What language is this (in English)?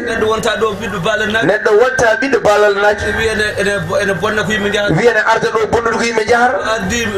Fula